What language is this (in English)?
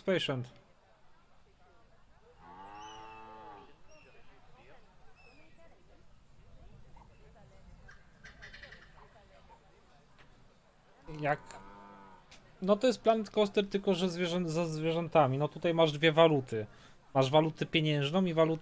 Polish